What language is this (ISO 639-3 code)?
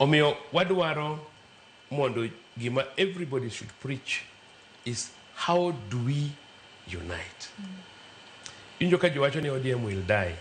luo